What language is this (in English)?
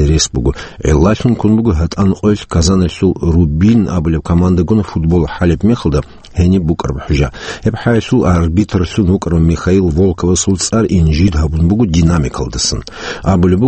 Avaric